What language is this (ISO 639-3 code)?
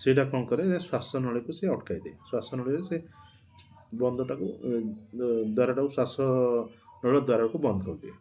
ori